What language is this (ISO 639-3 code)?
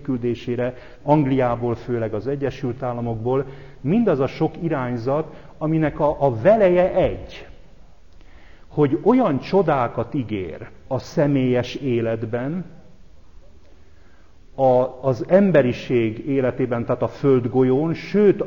hun